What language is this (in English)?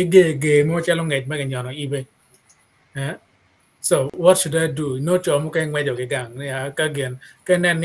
Acoli